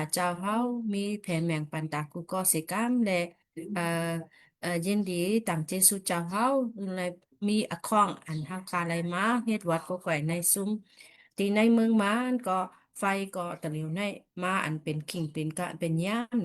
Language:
Shan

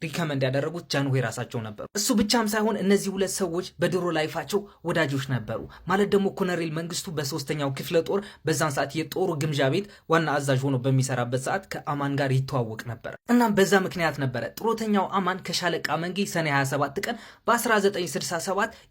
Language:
Amharic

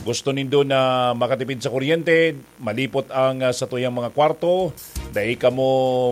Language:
Bikol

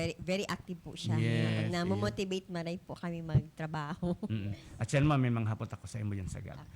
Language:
Bikol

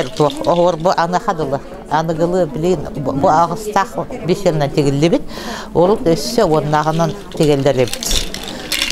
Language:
Yakut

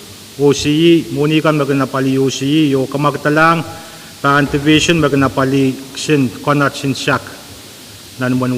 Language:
Pohnpeian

